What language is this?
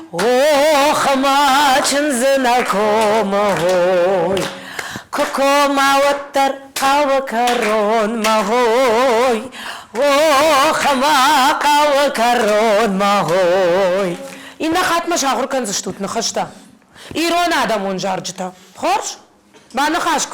Ossetic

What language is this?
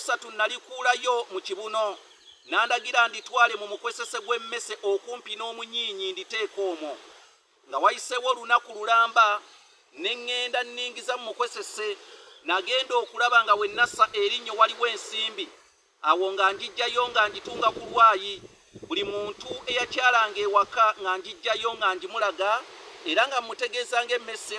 Ganda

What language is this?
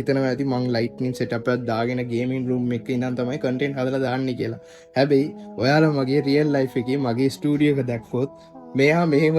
Sinhala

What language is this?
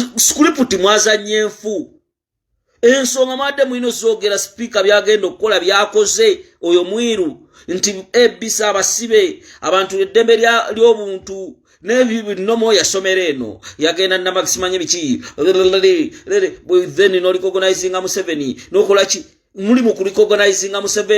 Ganda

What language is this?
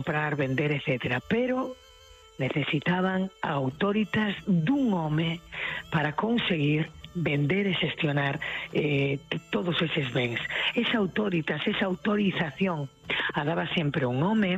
Galician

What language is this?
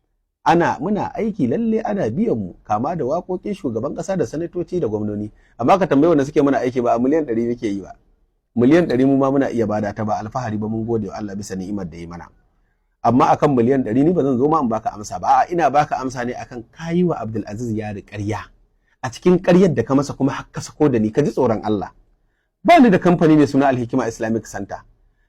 Hausa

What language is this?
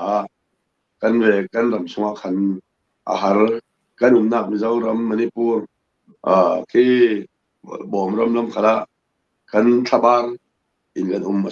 Falam Chin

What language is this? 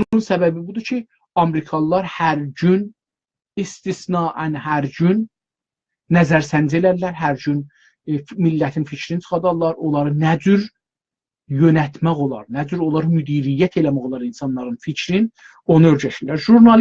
South Azerbaijani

